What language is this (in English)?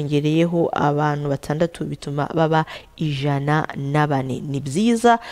Kinyarwanda